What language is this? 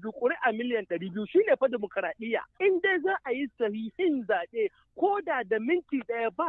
Hausa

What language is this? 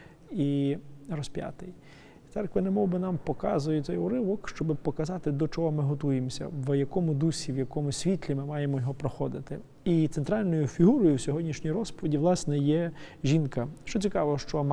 Ukrainian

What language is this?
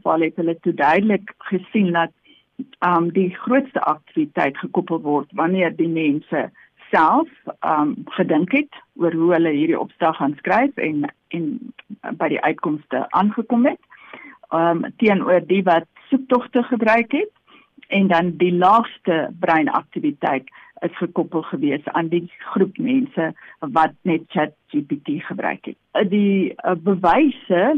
Afrikaans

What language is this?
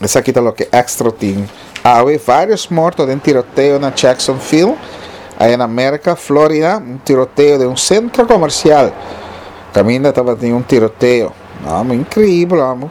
Papiamento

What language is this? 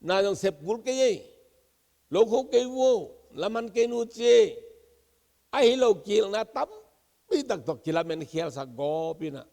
Tedim Chin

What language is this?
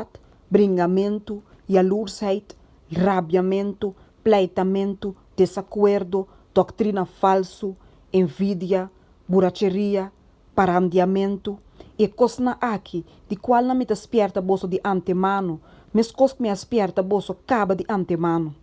Papiamento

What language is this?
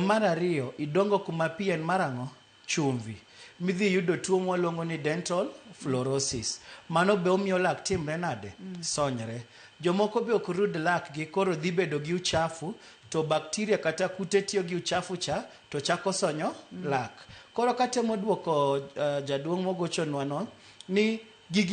Luo (Kenya and Tanzania)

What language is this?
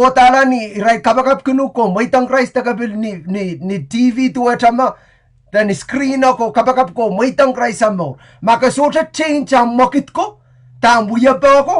Pohnpeian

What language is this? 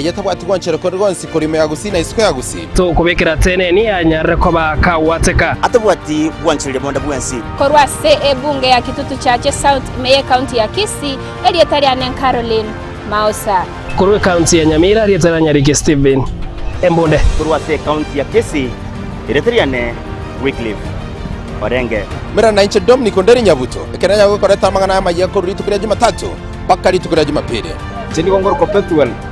Gusii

